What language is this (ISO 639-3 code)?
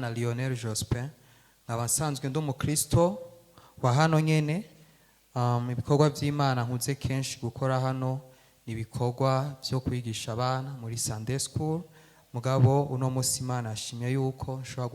run